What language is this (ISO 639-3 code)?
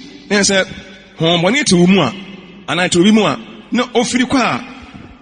aka